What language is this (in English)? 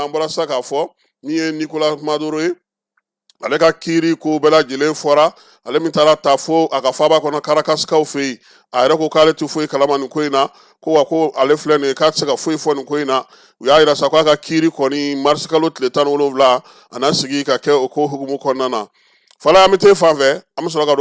Bambara